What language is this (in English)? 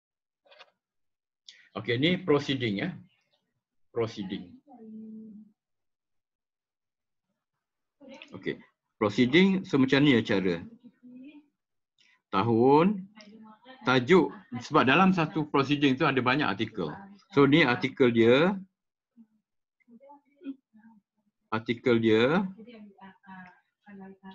Malay